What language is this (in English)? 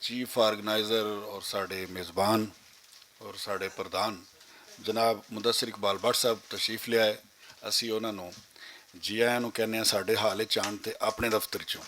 Western Panjabi